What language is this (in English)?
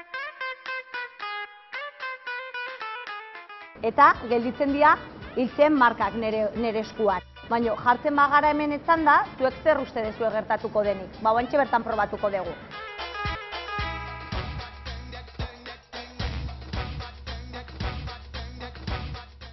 Basque